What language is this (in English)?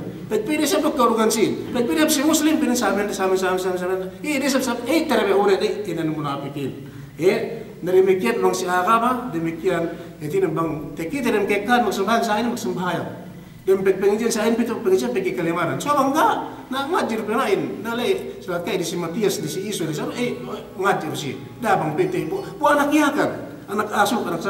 Yakan